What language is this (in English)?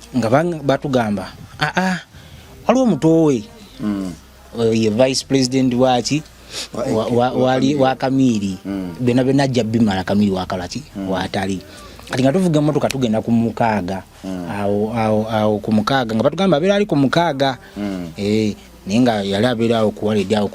Ganda